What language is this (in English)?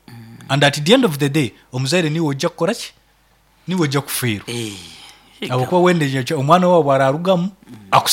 Nyoro